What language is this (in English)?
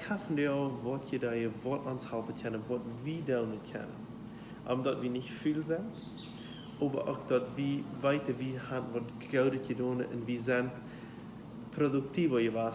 Plautdietsch